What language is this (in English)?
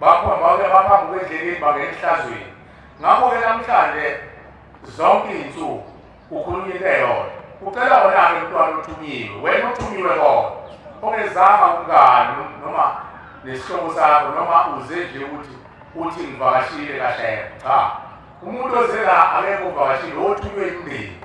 Zulu